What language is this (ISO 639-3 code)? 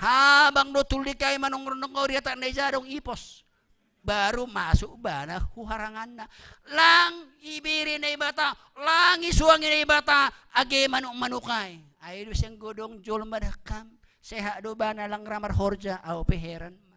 bts